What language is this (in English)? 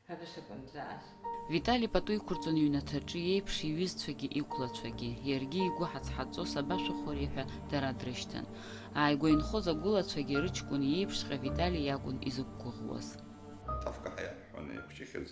Abkhazian